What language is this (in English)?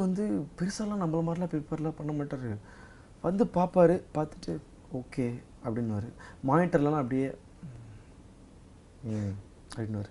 Tamil